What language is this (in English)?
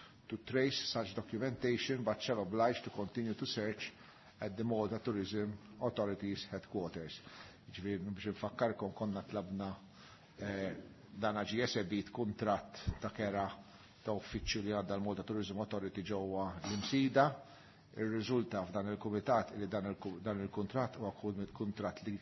Maltese